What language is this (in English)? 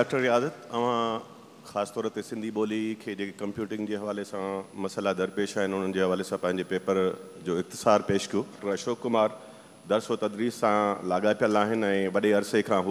Sindhi